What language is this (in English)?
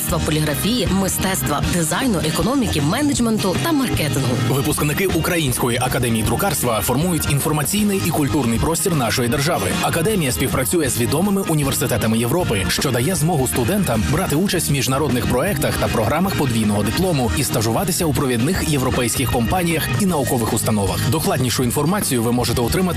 Ukrainian